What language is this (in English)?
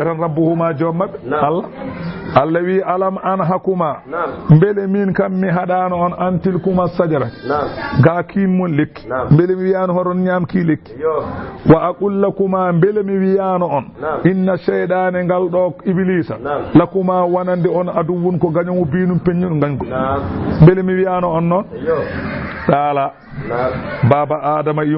Fula